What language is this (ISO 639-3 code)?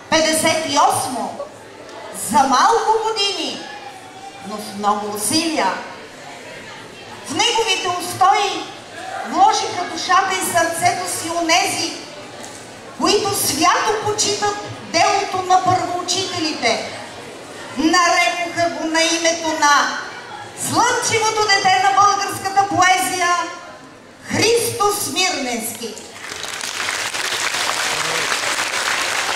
bul